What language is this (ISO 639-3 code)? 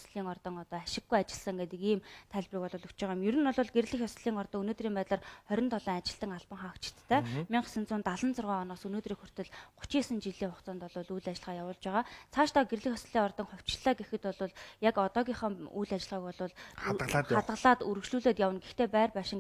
mon